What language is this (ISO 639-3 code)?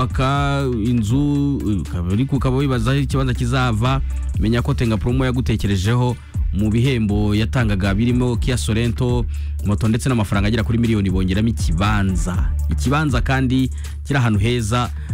kin